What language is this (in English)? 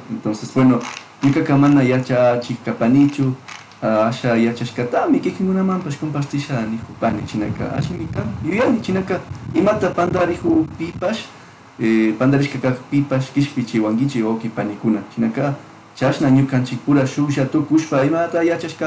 Chimborazo Highland Quichua